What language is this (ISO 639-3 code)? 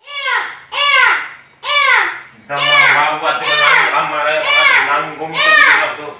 bhp